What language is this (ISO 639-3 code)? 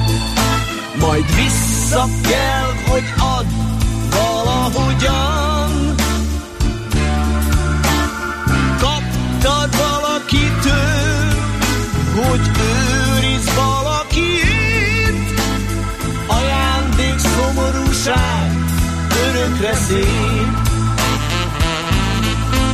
hun